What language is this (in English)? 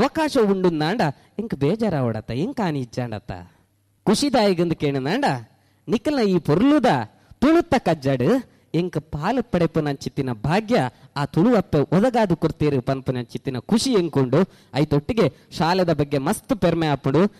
Tulu